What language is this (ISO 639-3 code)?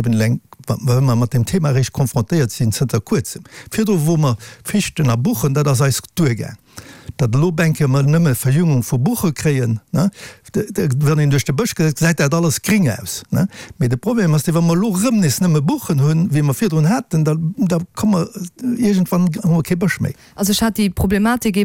ltz